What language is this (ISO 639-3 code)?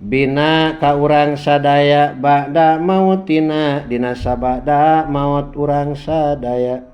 sun